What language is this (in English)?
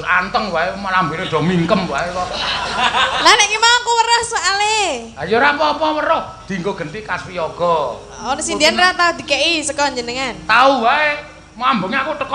Javanese